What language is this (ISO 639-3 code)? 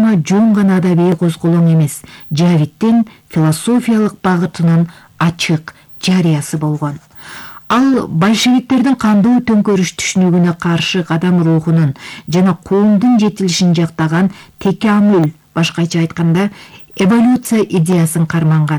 kir